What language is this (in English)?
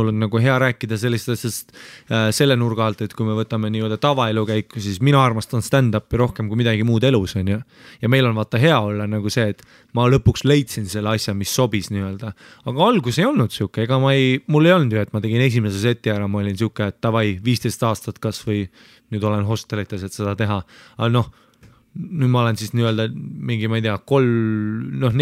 Estonian